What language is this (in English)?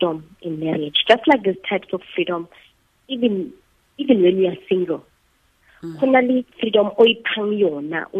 Tswana